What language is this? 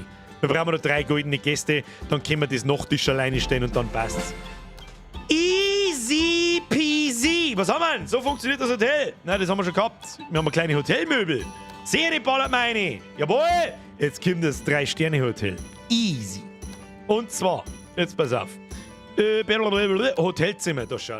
Bavarian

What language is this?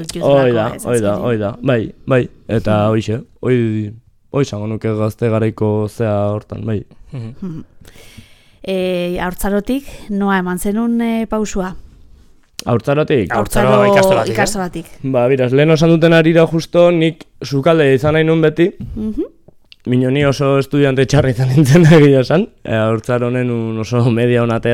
Basque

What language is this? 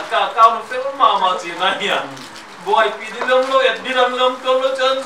Paite Chin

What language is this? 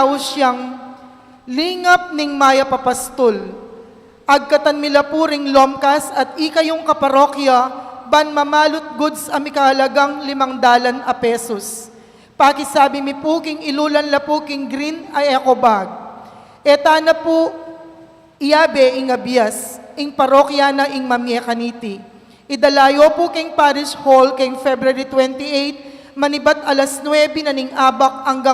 Pampanga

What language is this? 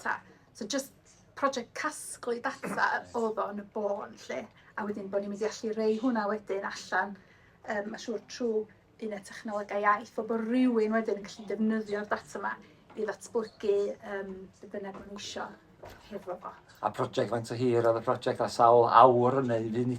Welsh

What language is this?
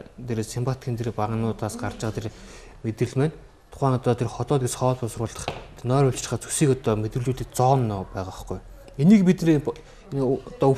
Mongolian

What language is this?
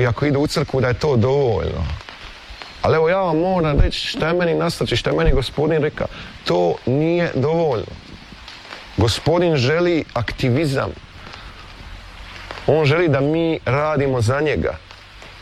Croatian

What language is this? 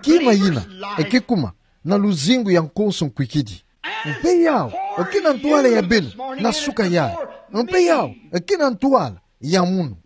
Kituba (Democratic Republic of Congo)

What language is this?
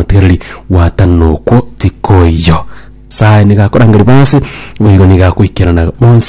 Gusii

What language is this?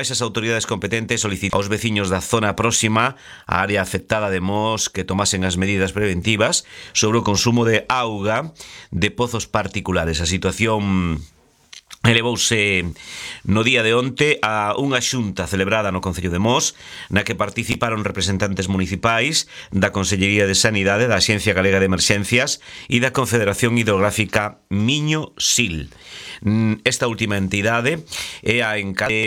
Galician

